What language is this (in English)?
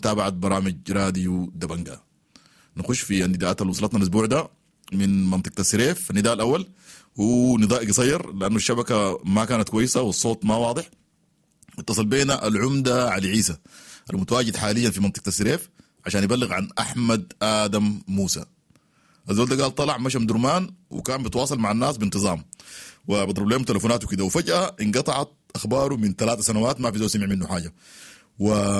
Sudanese Arabic